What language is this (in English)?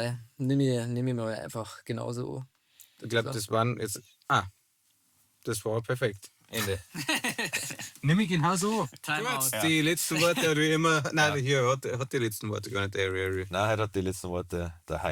Bavarian